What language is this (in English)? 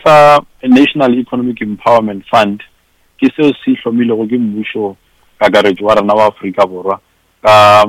Northern Sotho